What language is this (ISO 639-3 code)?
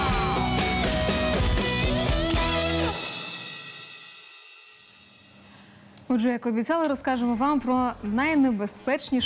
ukr